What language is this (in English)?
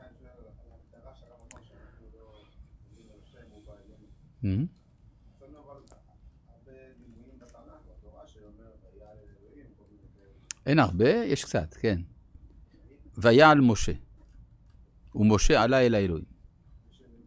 Hebrew